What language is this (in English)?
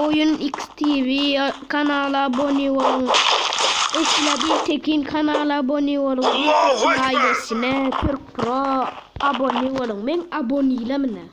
Turkmen